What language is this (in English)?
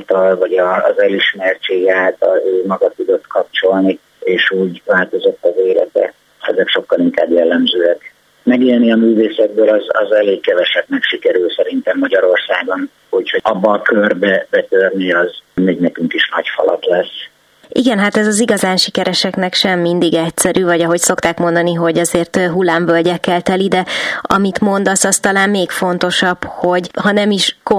Hungarian